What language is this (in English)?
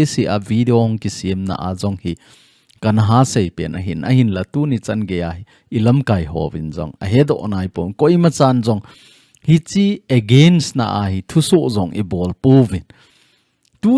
Thado Chin